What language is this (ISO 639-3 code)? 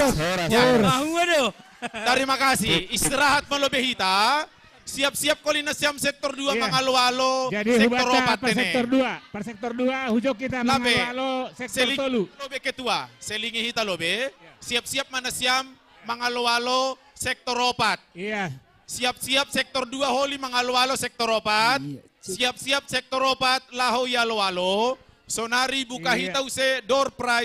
bts